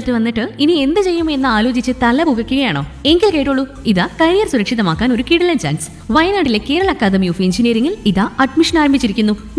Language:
Malayalam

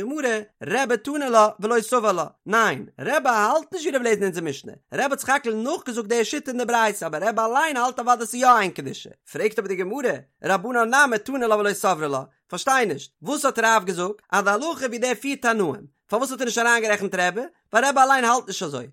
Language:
Yiddish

